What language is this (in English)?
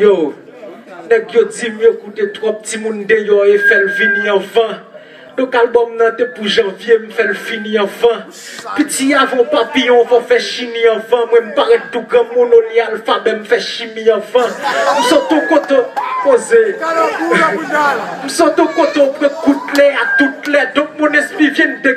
Haitian Creole